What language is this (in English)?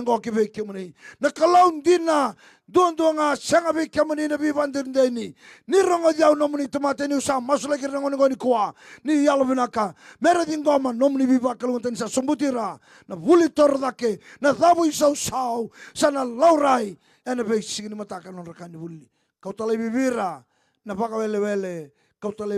Fijian